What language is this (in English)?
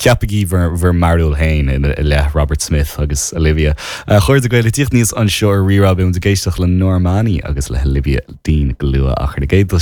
Irish